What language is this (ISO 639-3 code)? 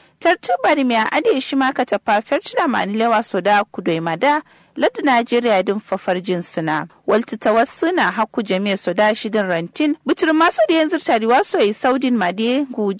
kau